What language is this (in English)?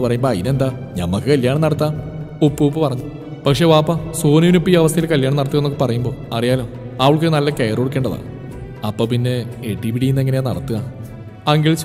Malayalam